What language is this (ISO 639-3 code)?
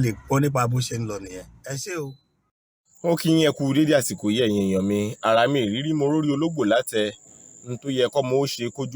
yor